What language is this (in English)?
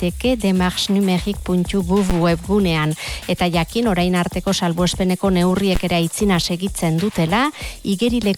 Basque